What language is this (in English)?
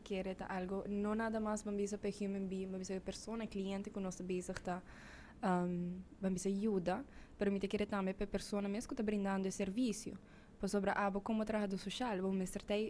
Papiamento